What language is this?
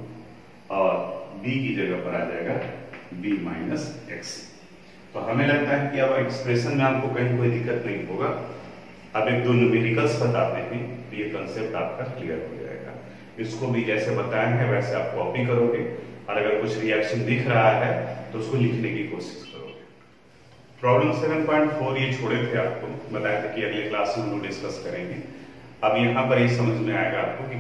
Hindi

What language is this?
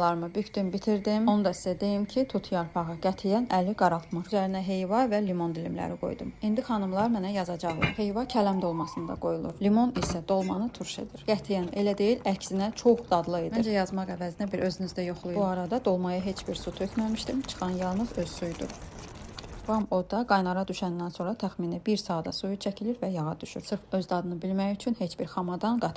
Azerbaijani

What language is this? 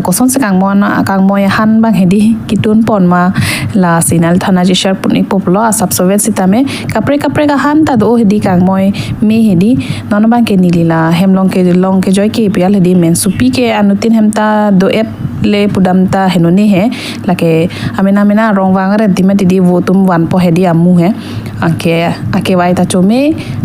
Karbi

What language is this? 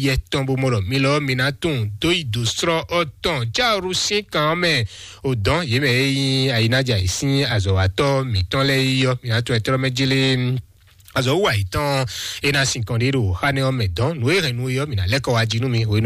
Fon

